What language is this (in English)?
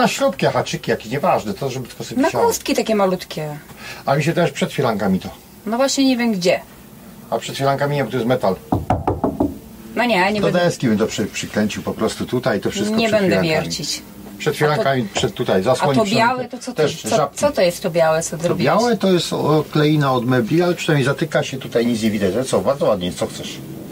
Polish